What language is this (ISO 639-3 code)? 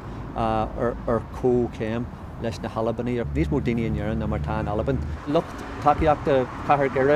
gle